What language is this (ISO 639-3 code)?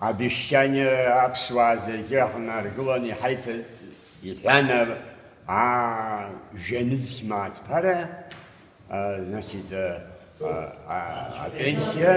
abk